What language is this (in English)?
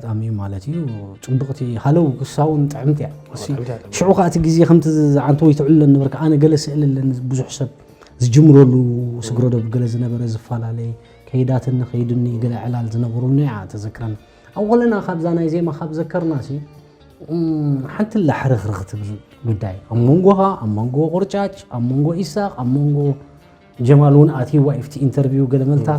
Tigrinya